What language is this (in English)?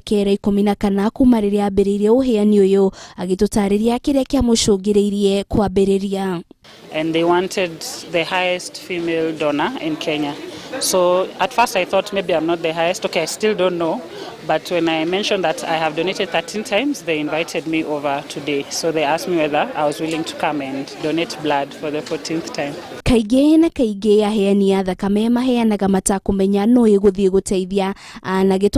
Kikuyu